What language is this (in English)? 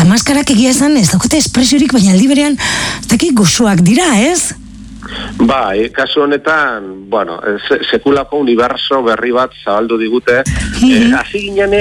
Basque